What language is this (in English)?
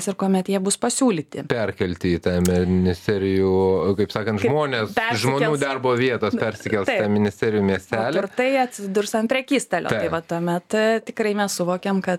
Lithuanian